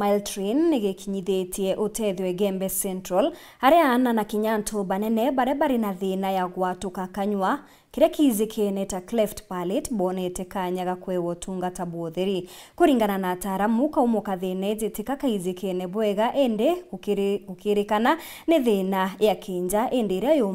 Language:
Meru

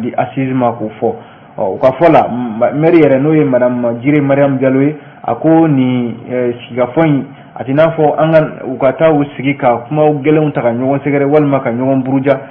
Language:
Bambara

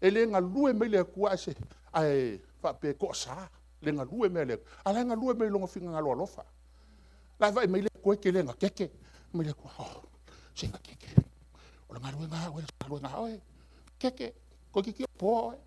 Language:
Samoan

